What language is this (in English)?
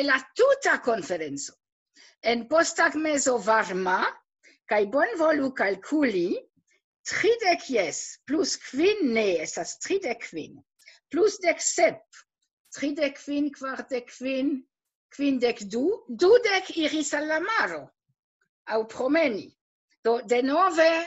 Esperanto